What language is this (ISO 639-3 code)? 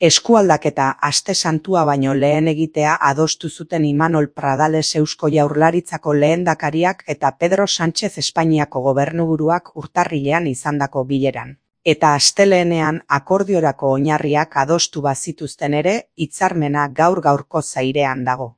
eus